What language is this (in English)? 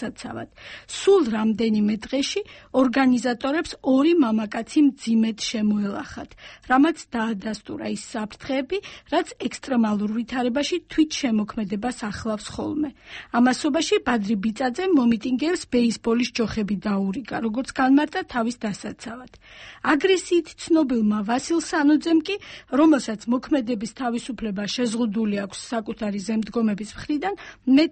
Georgian